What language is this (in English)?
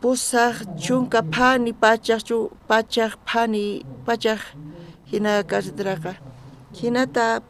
South Bolivian Quechua